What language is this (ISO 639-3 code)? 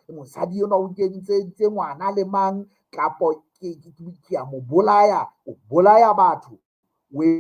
sot